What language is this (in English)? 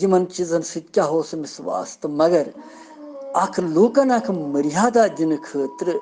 Kashmiri